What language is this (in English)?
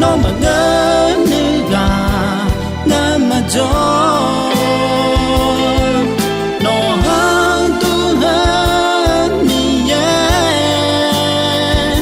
Akha